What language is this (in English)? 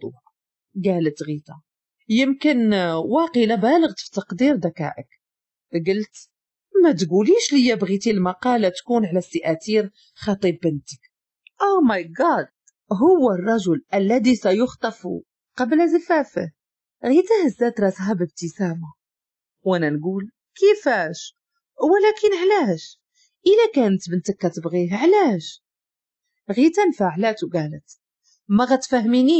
Moroccan Arabic